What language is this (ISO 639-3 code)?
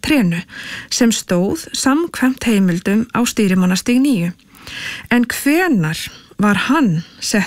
isl